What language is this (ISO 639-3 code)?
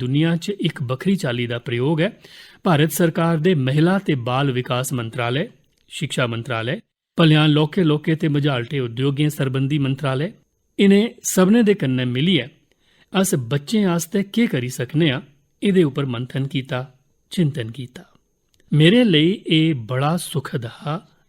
doi